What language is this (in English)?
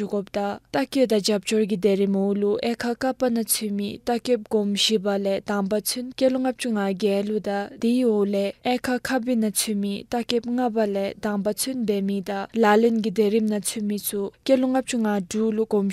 Dzongkha